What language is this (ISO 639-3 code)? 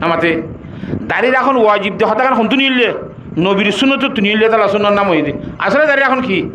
rhg